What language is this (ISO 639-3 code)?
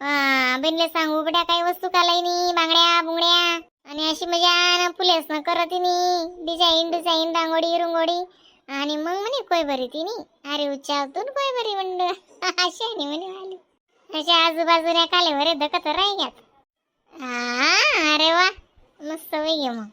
khn